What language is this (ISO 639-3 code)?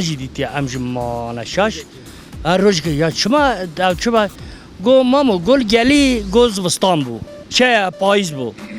kur